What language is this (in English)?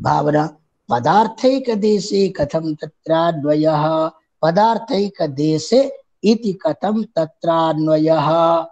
Sanskrit